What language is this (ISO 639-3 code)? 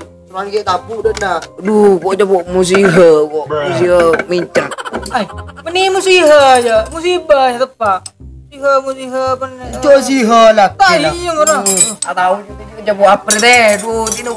mad